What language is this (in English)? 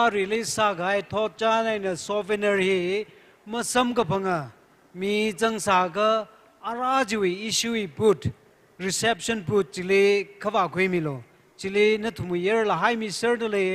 Tangkhul Naga (India)